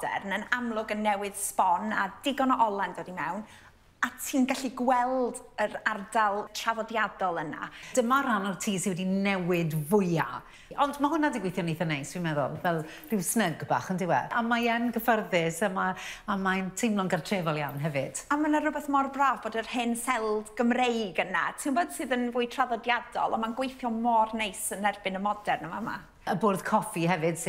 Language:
Welsh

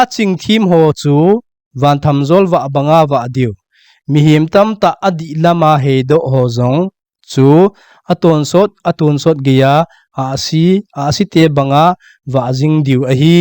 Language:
Thado Chin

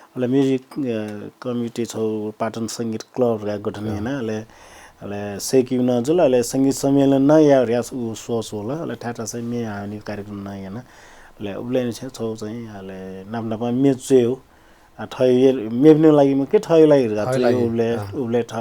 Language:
Newari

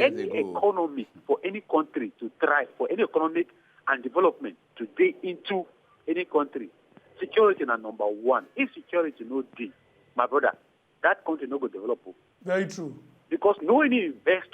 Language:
Nigerian Pidgin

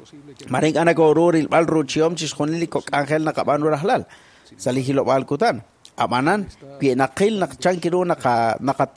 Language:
Kekchí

